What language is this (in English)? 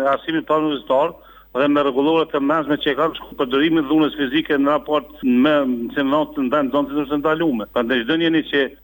Albanian